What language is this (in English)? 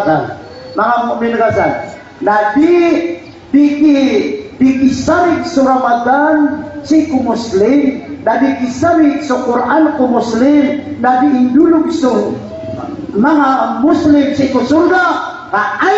Maranao